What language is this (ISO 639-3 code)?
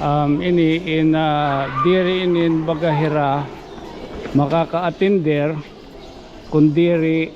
war